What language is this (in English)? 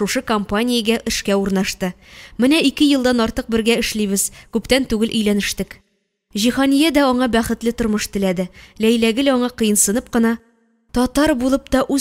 Tatar